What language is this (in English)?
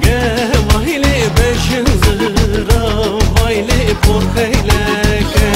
Zaza